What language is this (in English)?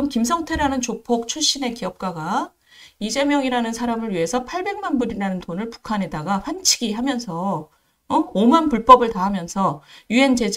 Korean